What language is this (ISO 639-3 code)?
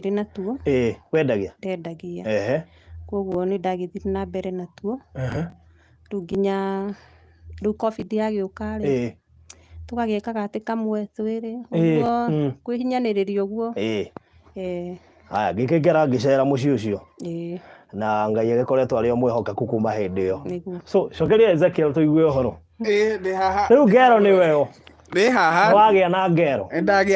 kik